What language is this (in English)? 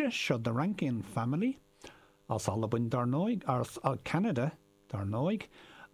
Irish